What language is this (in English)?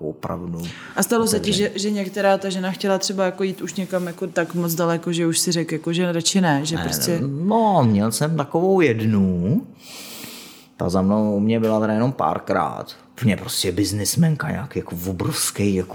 Czech